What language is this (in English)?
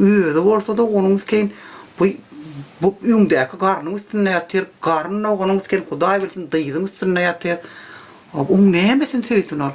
Turkmen